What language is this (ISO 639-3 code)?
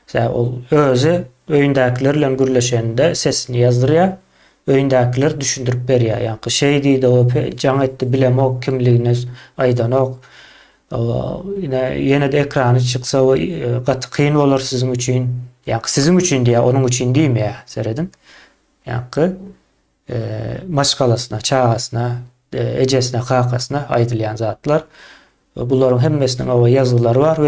tuk